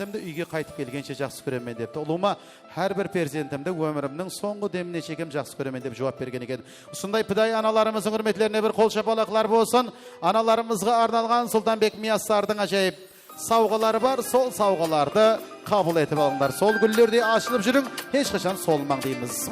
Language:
Kara-Kalpak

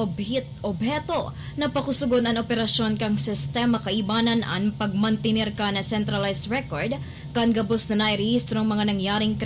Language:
Bikol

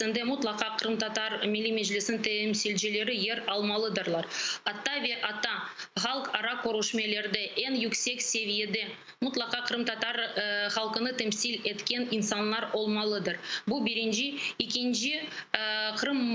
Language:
Crimean Tatar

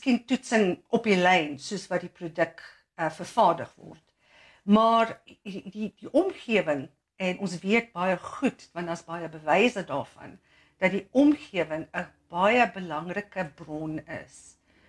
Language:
Afrikaans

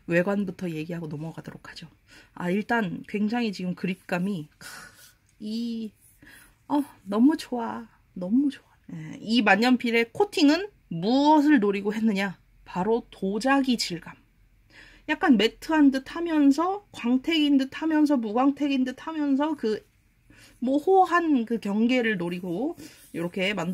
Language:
Korean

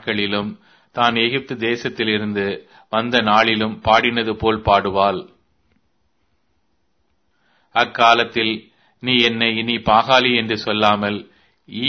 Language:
Tamil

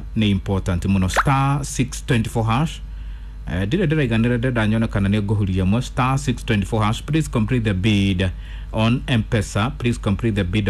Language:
Kikuyu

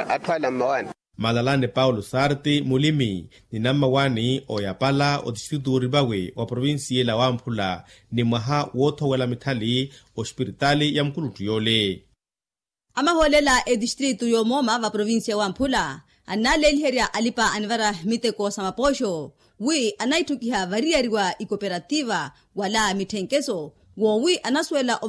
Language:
Makhuwa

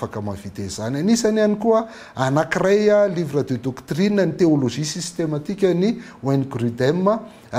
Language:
Malagasy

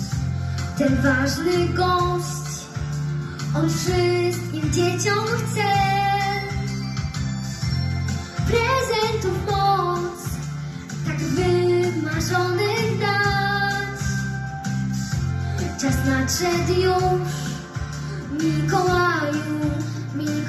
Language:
Polish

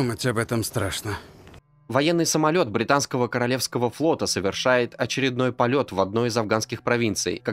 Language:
Russian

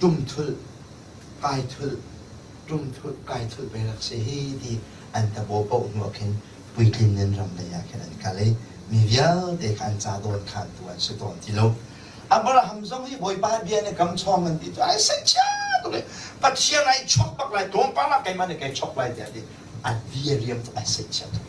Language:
Hakha Chin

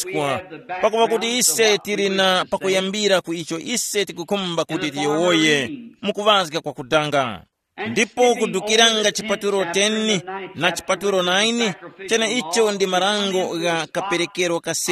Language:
Tumbuka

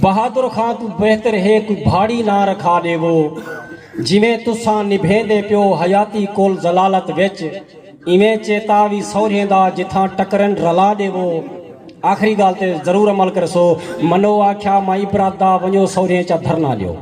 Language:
Saraiki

